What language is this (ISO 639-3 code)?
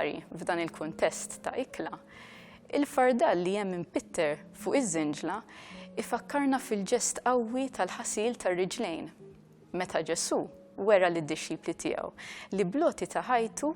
mlt